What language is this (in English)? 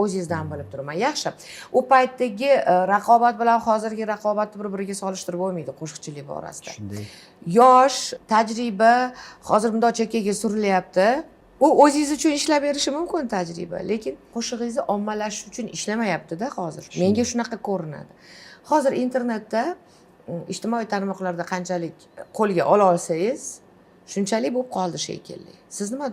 Uzbek